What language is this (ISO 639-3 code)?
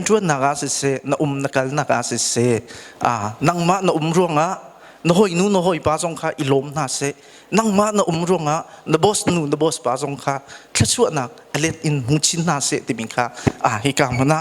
cnh